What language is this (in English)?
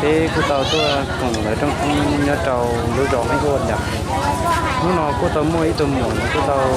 Hmong